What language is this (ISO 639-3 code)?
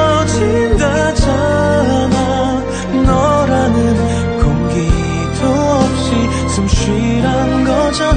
kor